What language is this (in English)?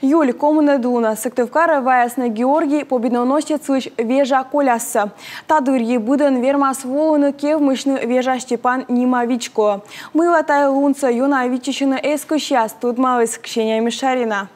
Komi